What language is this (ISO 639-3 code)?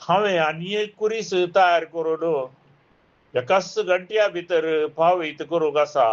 kok